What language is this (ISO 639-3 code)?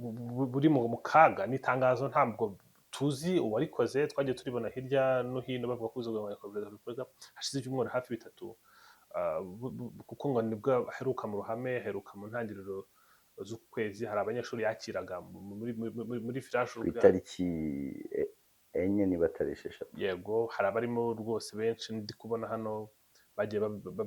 kin